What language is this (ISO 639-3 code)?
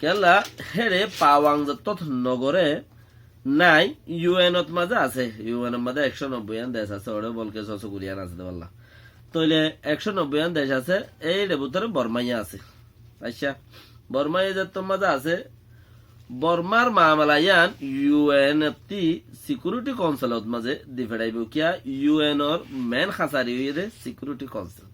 rhg